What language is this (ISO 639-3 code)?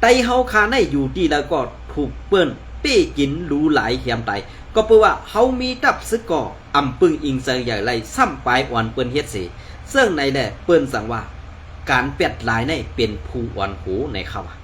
shn